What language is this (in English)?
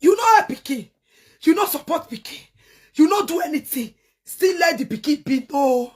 Nigerian Pidgin